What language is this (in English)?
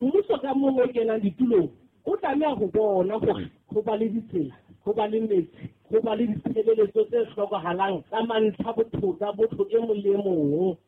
Southern Sotho